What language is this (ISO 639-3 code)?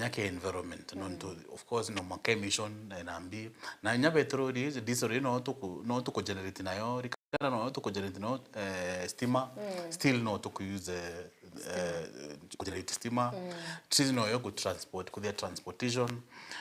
mer